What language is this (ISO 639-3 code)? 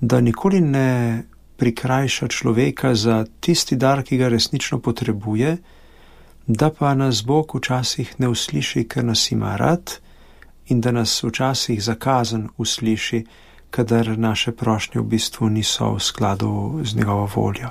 slv